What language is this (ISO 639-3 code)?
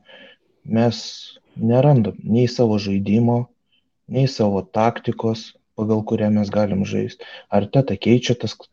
lit